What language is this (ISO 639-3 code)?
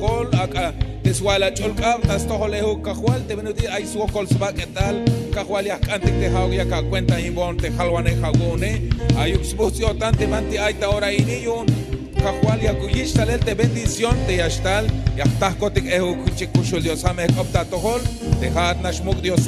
tzh